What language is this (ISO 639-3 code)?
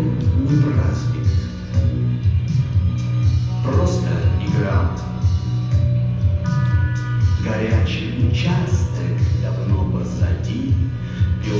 rus